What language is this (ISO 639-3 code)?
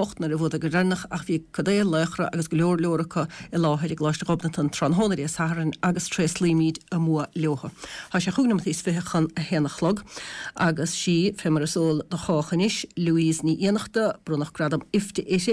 gle